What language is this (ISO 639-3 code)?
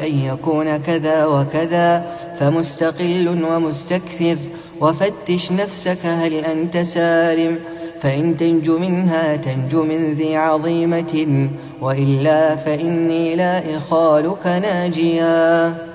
ara